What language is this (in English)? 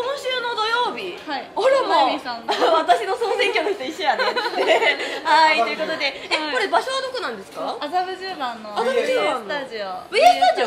Japanese